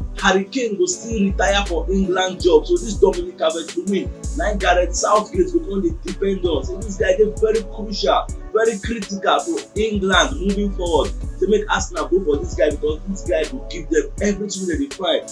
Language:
Nigerian Pidgin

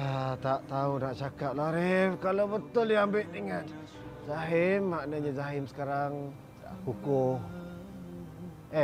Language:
Malay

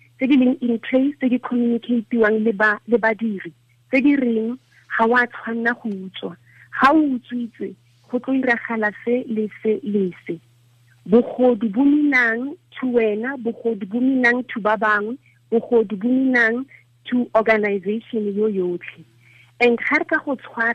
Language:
Tswana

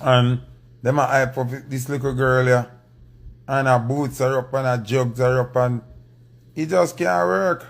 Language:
Jamaican Creole English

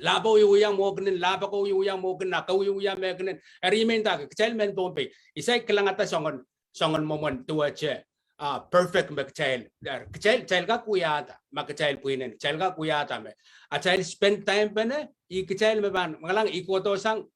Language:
Pohnpeian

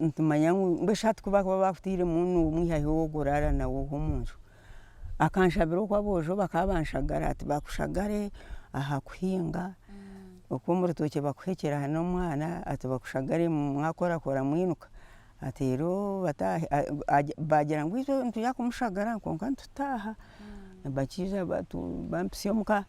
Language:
Nyankole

